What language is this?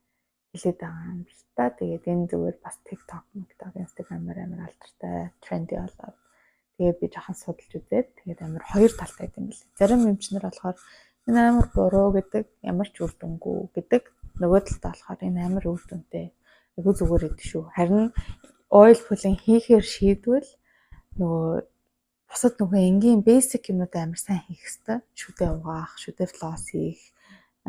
Mongolian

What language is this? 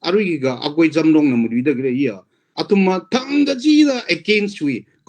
Tangkhul Naga (India)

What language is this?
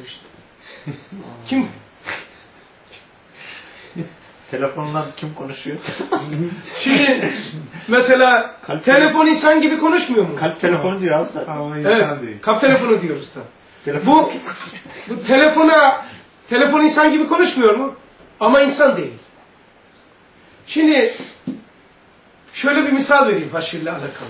Turkish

